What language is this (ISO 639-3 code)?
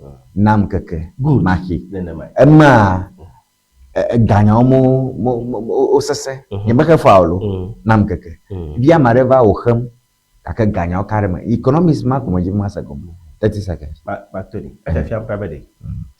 ewe